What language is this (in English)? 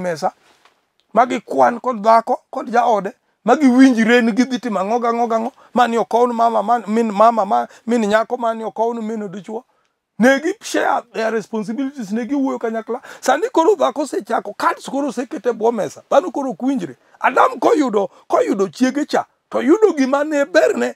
Luo (Kenya and Tanzania)